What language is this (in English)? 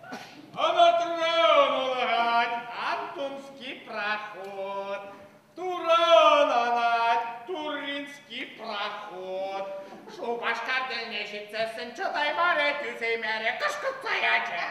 Chuvash